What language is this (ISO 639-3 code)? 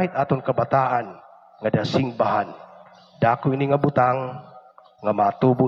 war